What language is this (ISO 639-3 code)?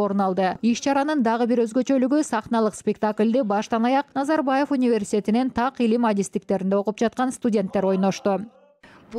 kir